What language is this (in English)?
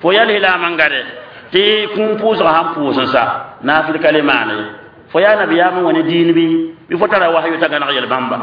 Mossi